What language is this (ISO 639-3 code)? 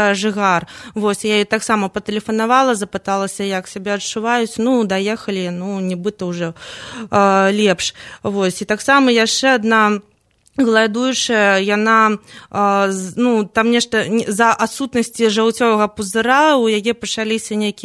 bel